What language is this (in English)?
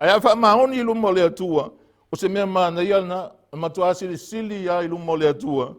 Samoan